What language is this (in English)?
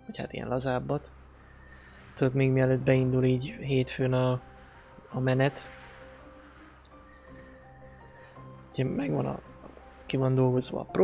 Hungarian